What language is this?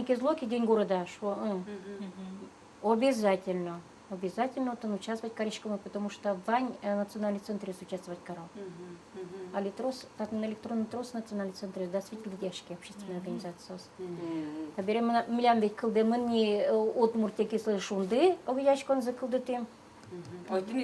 Udmurt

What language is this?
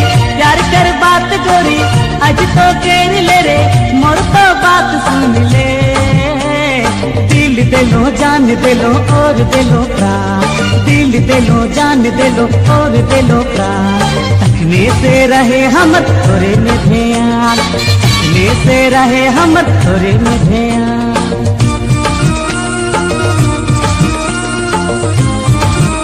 Sadri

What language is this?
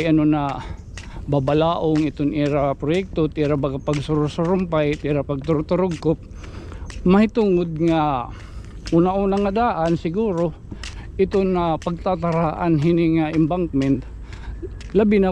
Waray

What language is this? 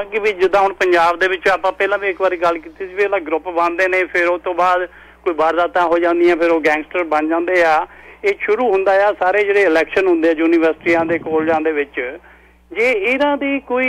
Punjabi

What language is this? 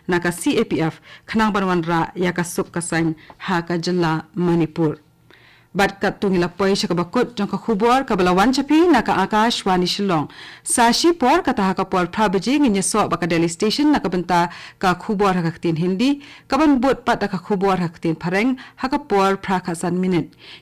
Khasi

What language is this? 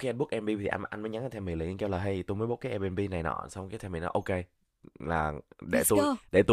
Vietnamese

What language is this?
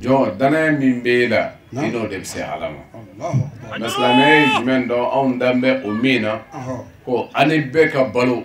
Bambara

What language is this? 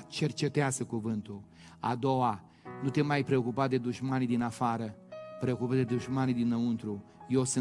Romanian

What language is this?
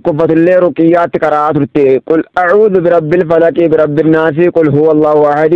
Oromo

